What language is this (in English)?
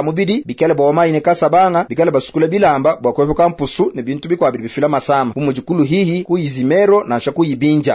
Luba-Lulua